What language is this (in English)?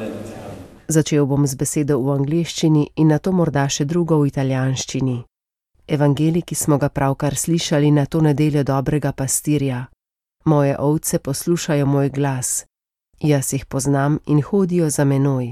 Slovenian